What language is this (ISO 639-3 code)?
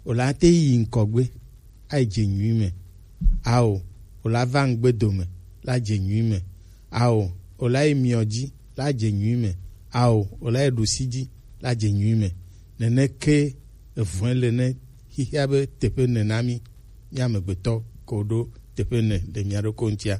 gej